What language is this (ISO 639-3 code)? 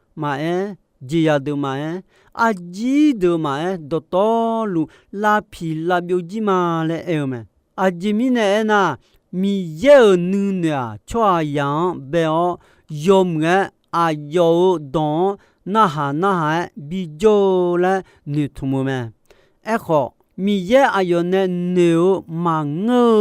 ahk